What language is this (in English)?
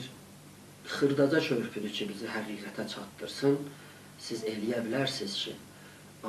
South Azerbaijani